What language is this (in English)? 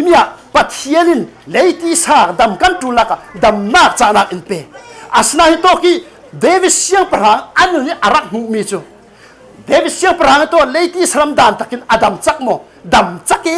Falam Chin